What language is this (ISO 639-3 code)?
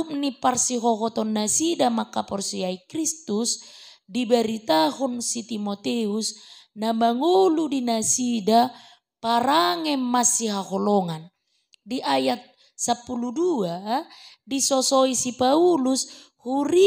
bbc